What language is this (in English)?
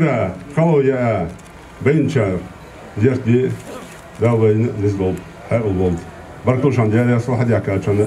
Chechen